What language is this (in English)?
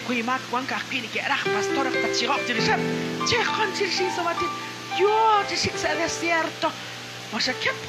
Kekchí